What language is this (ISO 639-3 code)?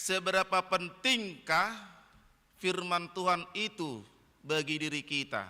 bbc